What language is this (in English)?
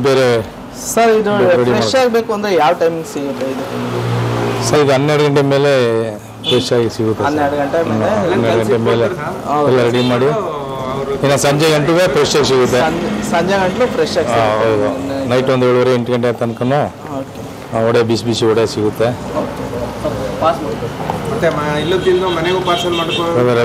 Kannada